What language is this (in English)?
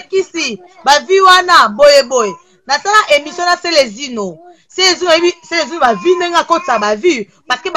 Lingala